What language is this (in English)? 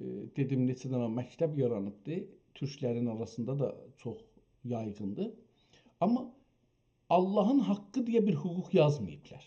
South Azerbaijani